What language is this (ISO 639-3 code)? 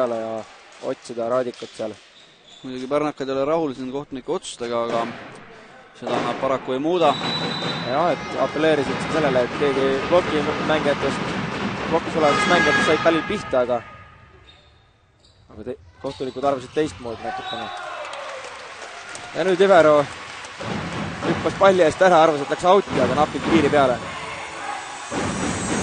est